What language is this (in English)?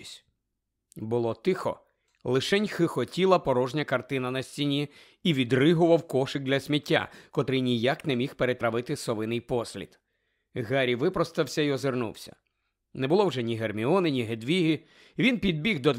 Ukrainian